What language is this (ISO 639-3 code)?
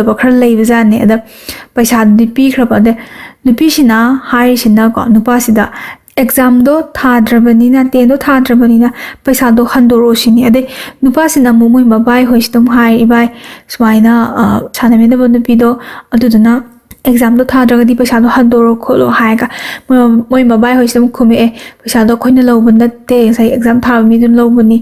mni